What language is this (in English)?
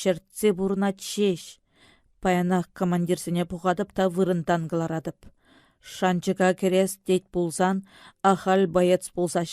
Chuvash